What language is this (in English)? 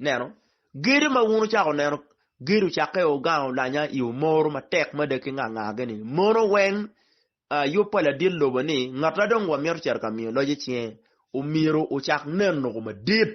Acoli